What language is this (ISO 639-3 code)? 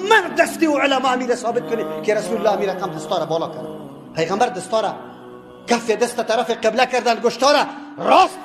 tgk